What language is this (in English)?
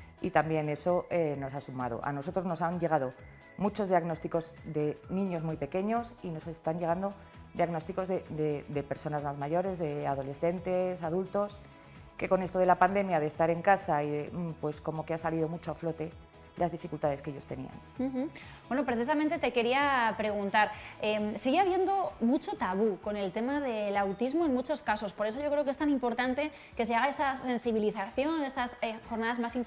Spanish